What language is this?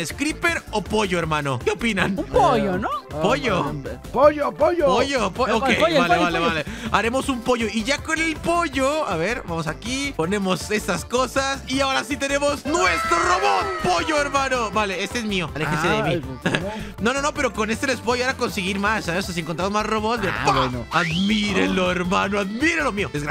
Spanish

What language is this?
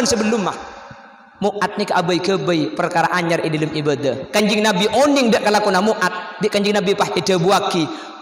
Madurese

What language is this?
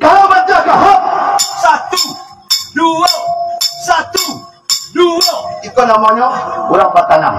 Minangkabau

